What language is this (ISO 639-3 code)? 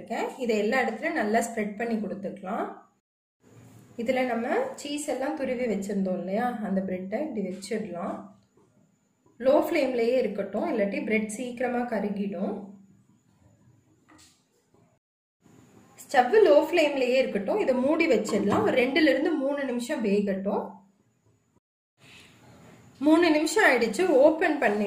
tam